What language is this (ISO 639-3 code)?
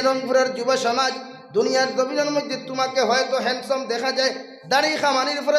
syl